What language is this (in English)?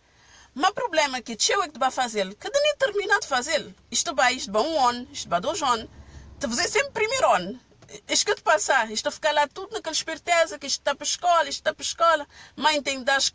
Kabuverdianu